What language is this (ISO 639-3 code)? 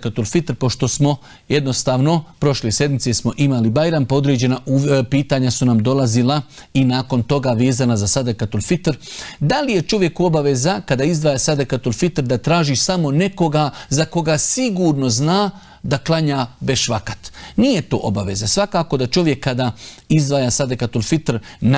bos